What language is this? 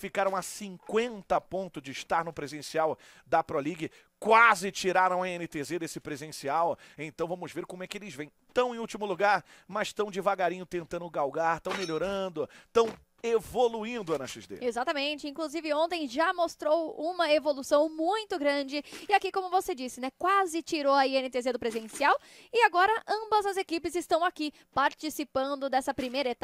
Portuguese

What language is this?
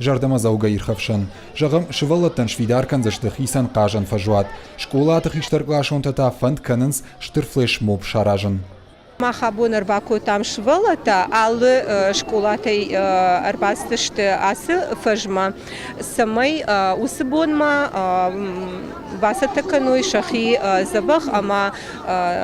Ossetic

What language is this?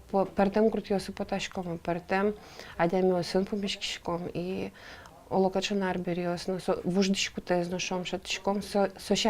Udmurt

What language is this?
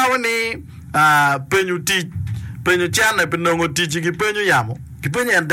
Acoli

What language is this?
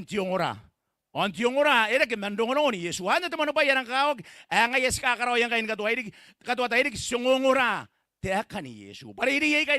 Gilbertese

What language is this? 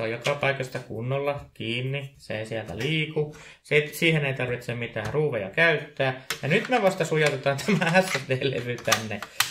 Finnish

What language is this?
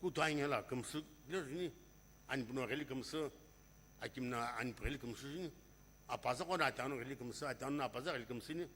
Sumi Naga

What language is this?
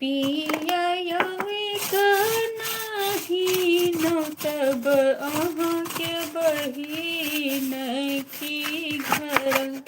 Maithili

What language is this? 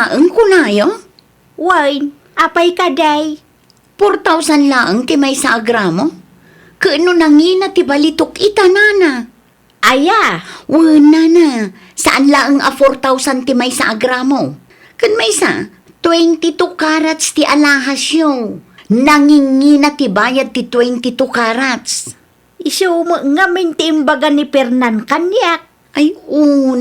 Iloko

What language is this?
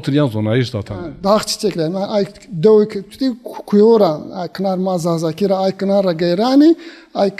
Zaza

